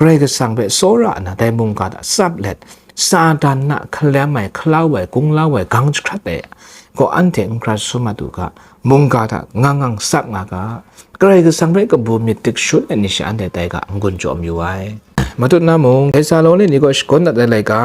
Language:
Kachin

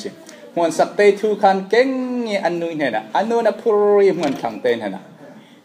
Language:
Falam Chin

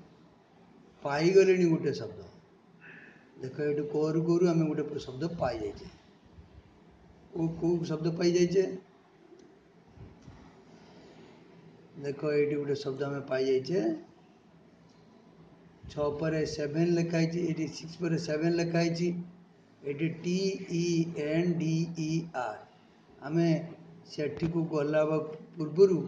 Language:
Odia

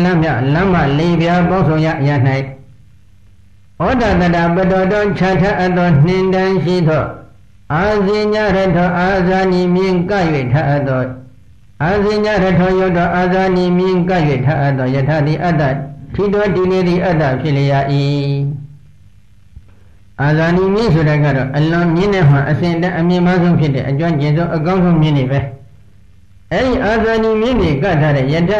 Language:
Burmese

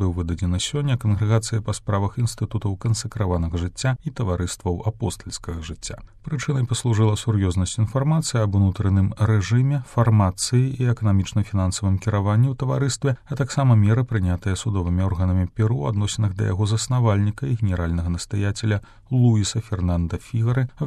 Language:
Belarusian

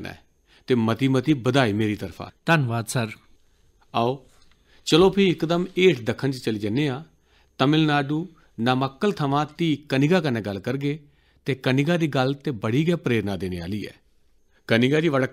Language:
Dogri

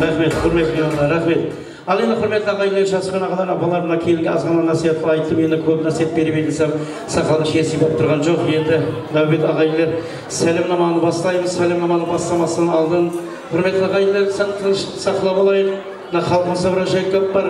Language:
Kara-Kalpak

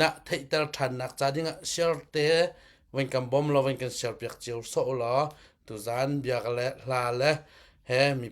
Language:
Hakha Chin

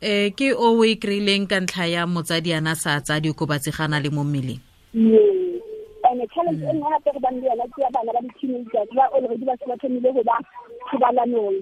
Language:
Tswana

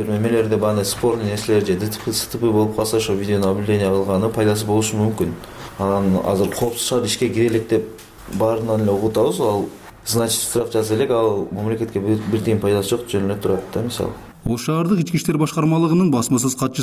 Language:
Kyrgyz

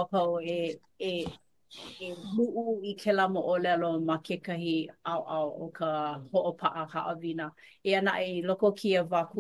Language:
Hawaiian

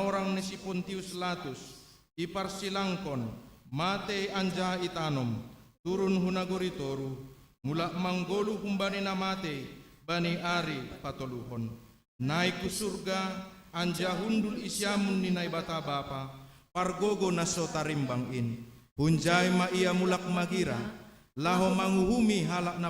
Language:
Batak Simalungun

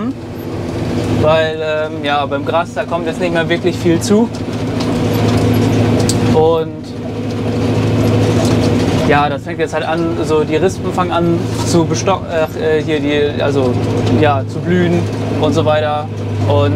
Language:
German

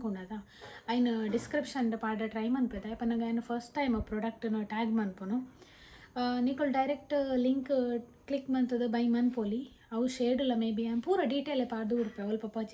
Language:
Tulu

